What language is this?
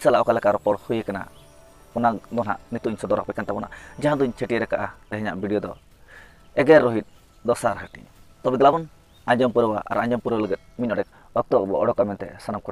Santali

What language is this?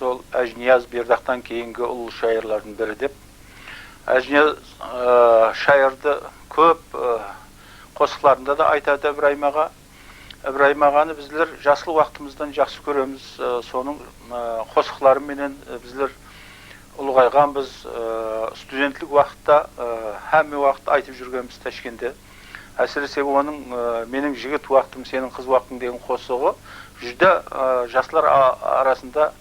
Kara-Kalpak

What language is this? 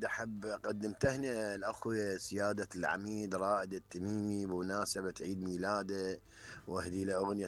Mesopotamian Arabic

